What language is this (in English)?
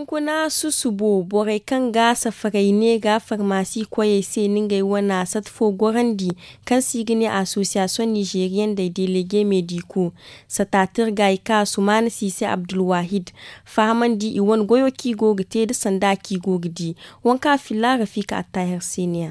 Zarma